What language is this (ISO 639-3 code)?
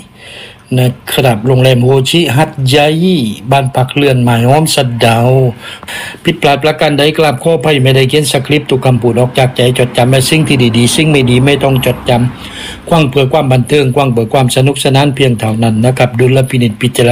tha